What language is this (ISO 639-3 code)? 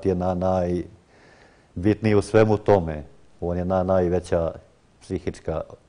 hrv